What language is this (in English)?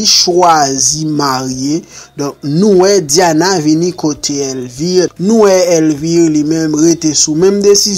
Haitian Creole